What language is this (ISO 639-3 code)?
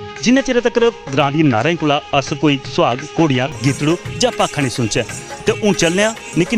doi